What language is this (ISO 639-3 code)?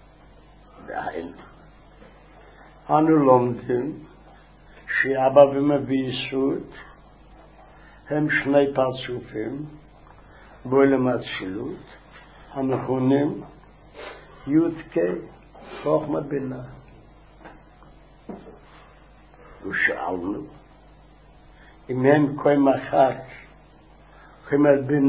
heb